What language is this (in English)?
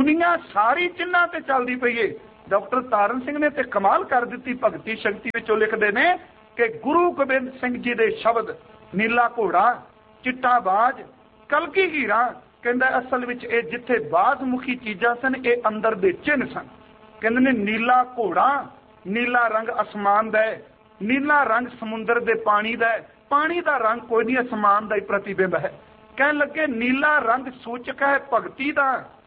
Punjabi